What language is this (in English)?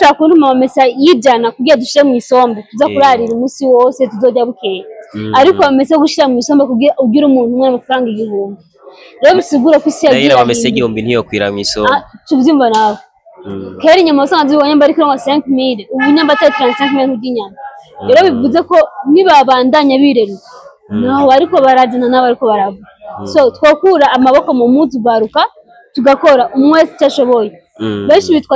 Rundi